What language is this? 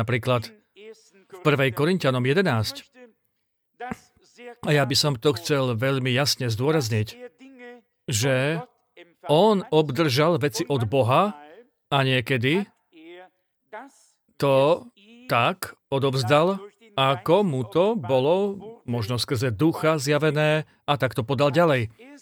Slovak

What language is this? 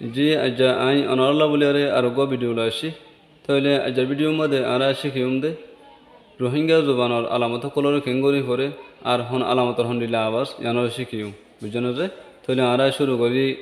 Rohingya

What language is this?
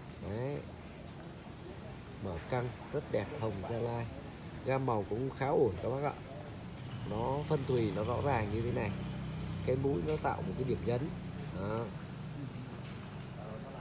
Vietnamese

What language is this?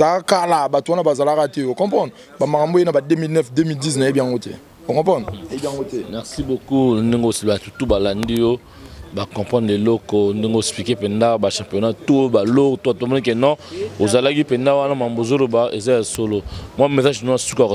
Lingala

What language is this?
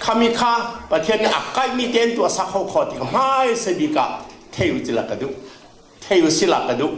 Falam Chin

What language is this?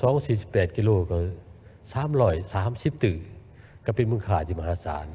Lao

